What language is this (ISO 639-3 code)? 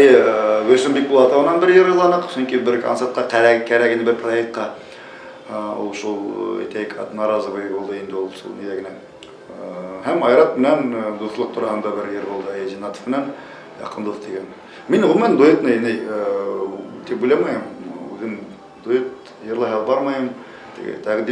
bak